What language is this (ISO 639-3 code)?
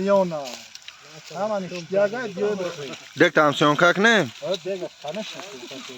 tgk